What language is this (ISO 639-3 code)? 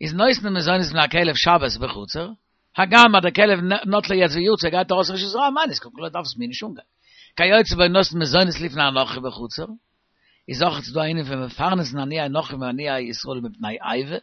yid